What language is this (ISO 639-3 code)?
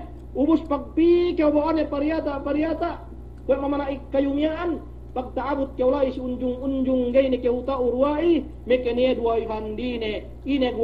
yka